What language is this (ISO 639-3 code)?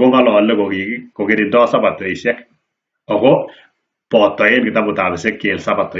kln